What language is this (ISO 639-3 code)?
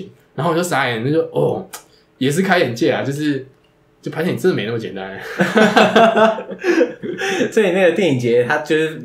zho